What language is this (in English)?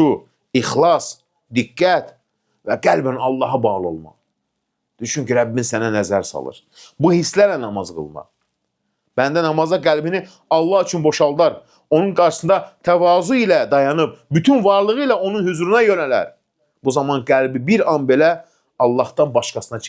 Azerbaijani